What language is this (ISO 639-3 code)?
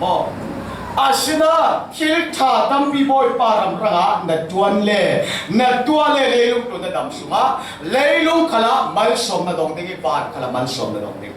cfm